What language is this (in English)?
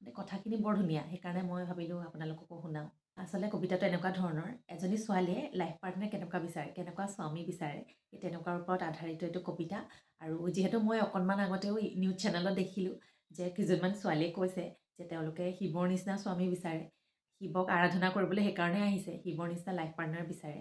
Assamese